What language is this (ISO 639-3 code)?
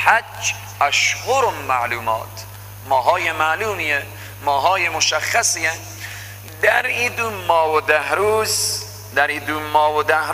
fas